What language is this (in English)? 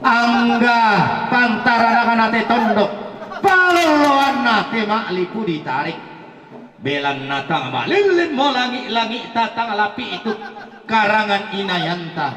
Toraja-Sa'dan